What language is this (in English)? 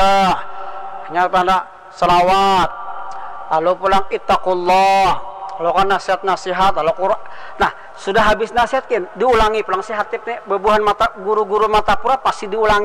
Banjar